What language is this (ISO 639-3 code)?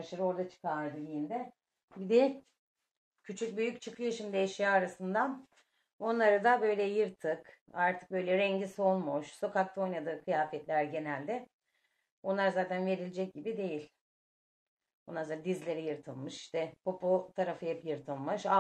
tur